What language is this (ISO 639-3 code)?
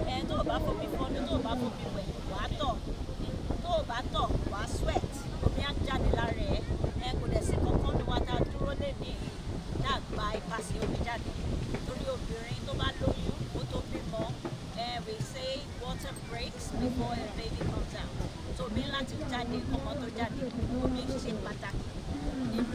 yor